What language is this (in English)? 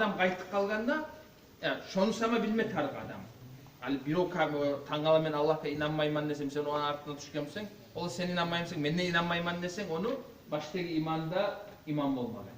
Kumyk